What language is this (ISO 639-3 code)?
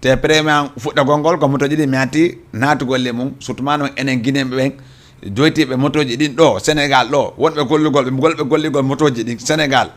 ful